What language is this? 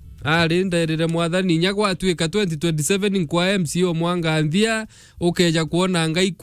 Meru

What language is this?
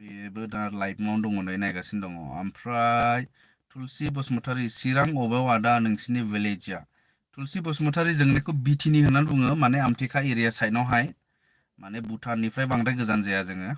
Bodo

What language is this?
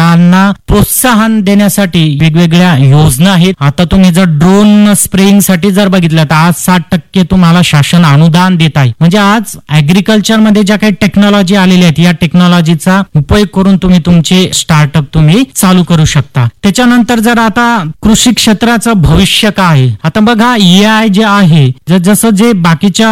Marathi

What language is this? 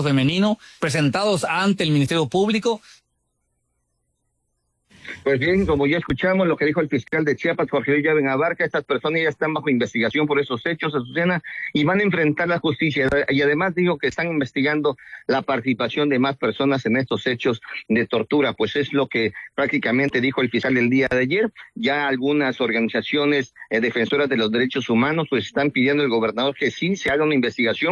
Spanish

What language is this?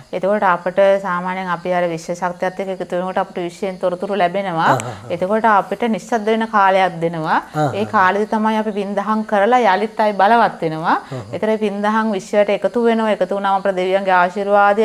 Sinhala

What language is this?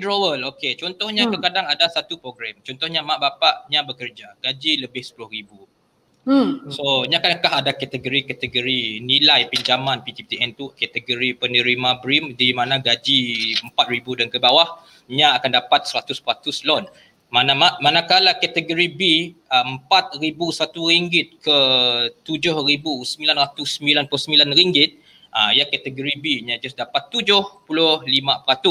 Malay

